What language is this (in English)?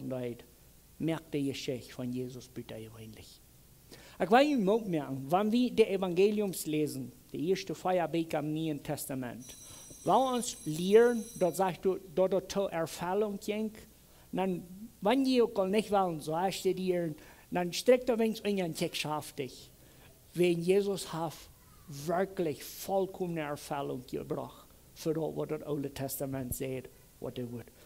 Plautdietsch